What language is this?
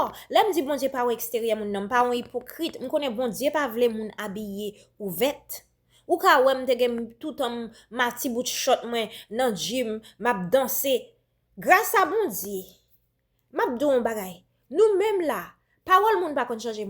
Haitian Creole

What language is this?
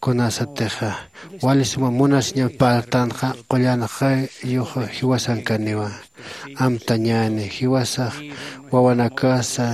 Aymara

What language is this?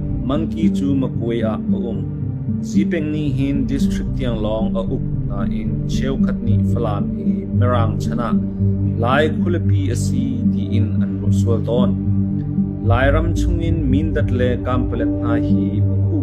Hakha Chin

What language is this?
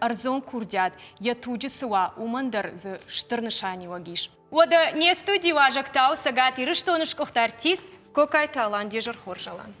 Ossetic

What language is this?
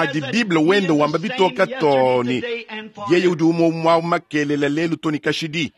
Luba-Lulua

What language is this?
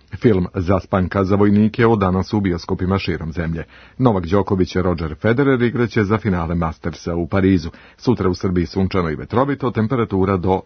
Serbian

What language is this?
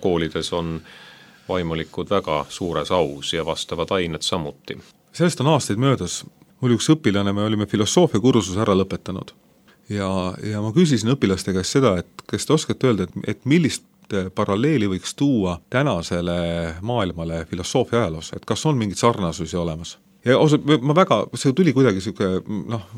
Estonian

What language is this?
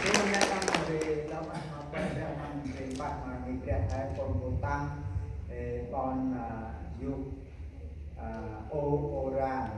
Central Mnong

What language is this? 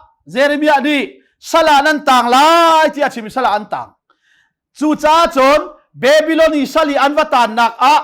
Hakha Chin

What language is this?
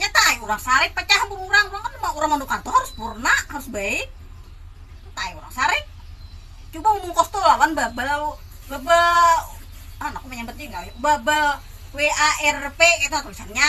Banjar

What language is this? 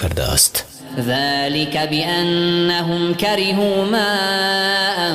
Persian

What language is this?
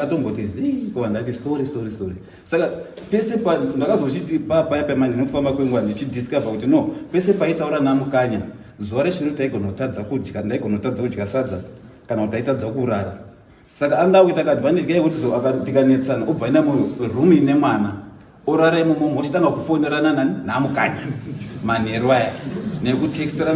Shona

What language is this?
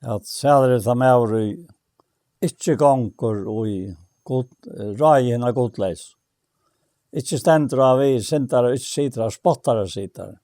Faroese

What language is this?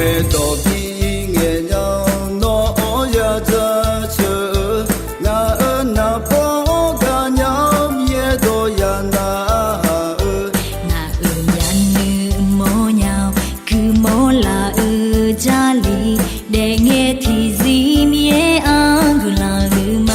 Akha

